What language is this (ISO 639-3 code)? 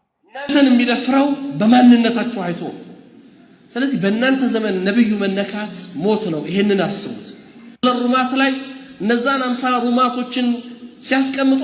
amh